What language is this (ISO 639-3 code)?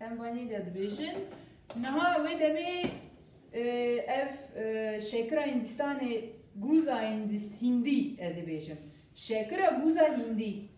kur